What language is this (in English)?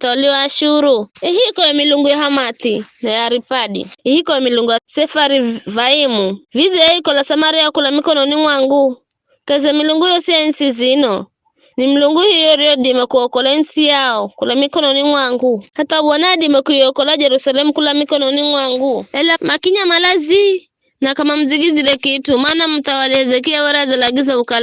Giryama